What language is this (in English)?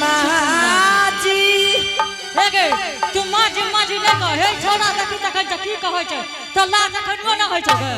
Angika